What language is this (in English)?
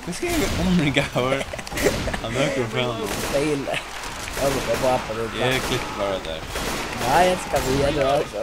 Faroese